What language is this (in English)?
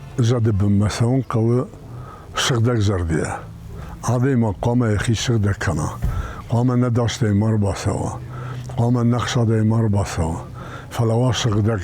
Ossetic